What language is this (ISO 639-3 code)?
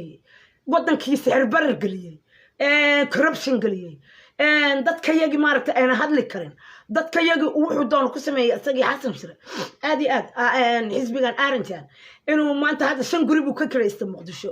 som